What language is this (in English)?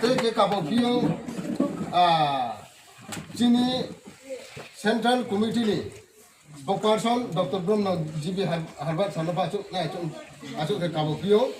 Riang (India)